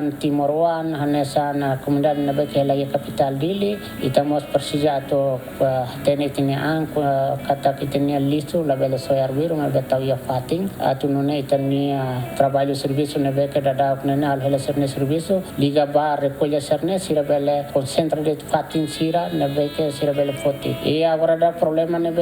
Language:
Tetum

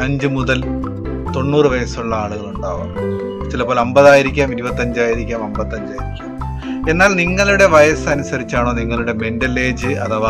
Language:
Malayalam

